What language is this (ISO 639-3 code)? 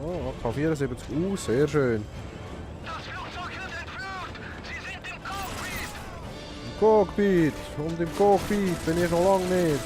gsw